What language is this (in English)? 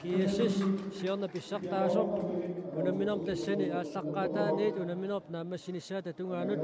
Kalaallisut